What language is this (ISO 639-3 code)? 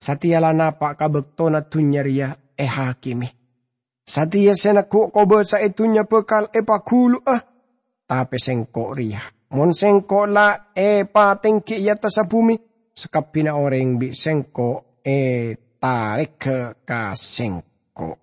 mad